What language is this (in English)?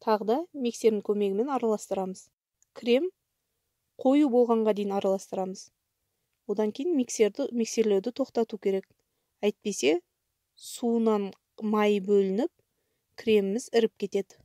Kazakh